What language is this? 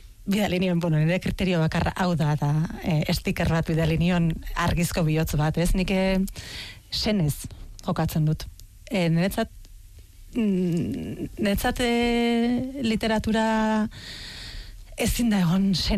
Basque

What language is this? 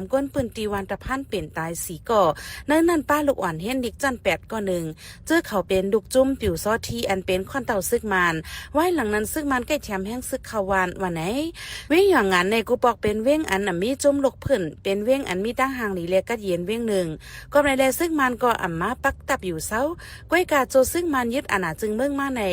Shan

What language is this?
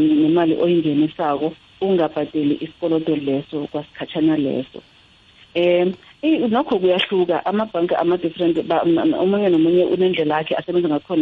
South Ndebele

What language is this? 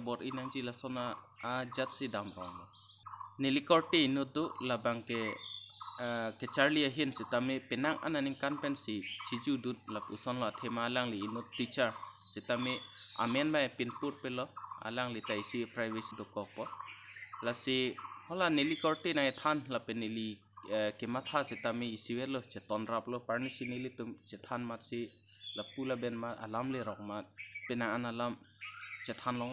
Karbi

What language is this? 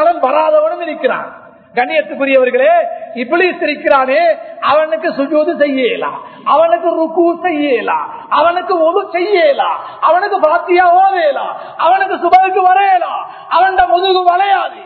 Tamil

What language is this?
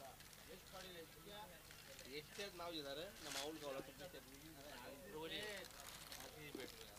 Marathi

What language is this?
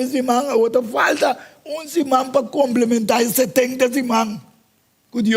Papiamento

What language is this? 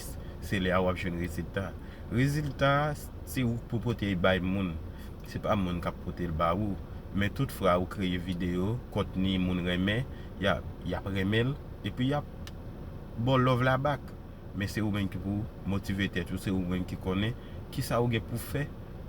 Haitian Creole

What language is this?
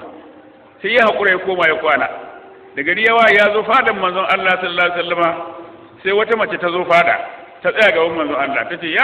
Hausa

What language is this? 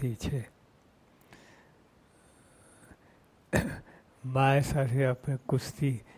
Gujarati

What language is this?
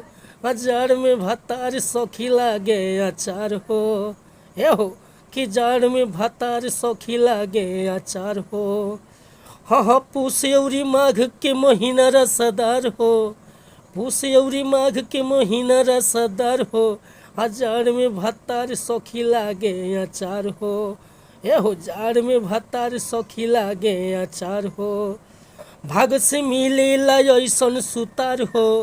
Bhojpuri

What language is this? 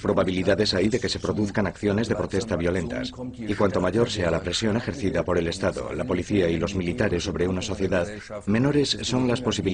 Spanish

